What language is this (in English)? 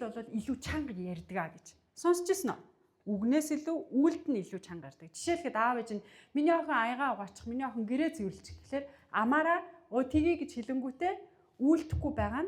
Mongolian